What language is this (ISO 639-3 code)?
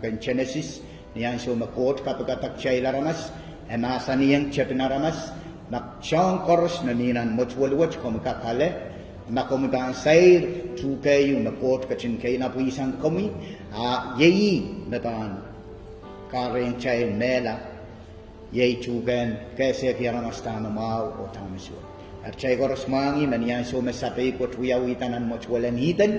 pon